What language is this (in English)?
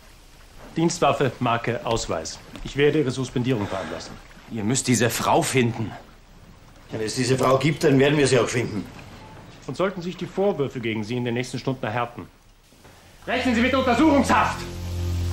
German